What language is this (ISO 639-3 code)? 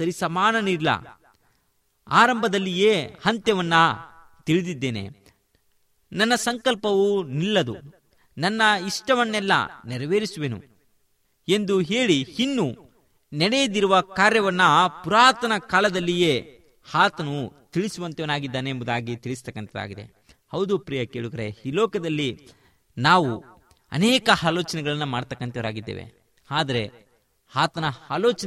kan